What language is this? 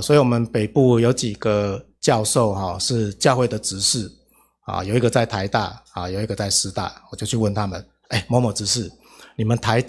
Chinese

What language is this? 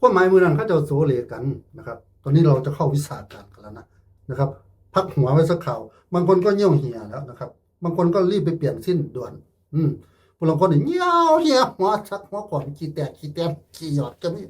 Northeastern Thai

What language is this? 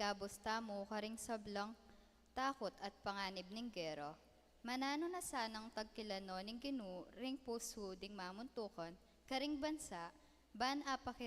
Pampanga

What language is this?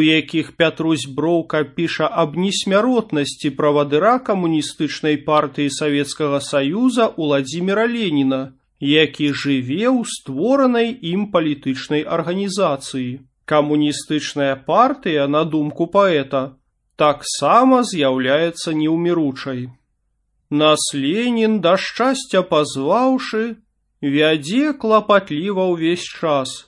Belarusian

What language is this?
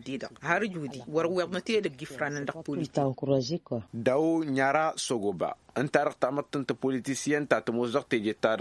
Tamasheq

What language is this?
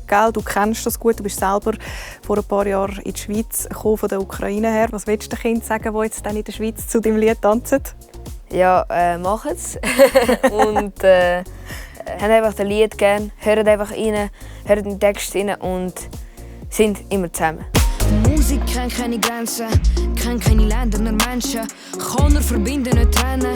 Swiss German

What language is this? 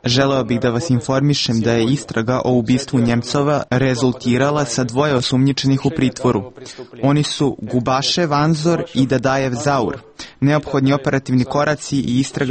Serbian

